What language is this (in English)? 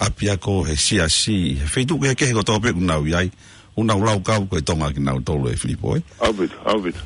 Tongan